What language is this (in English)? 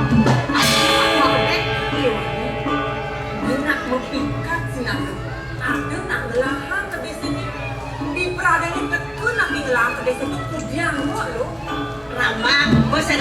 Balinese